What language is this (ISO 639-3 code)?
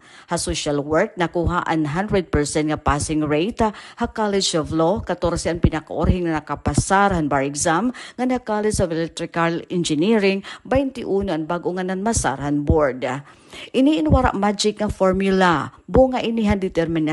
war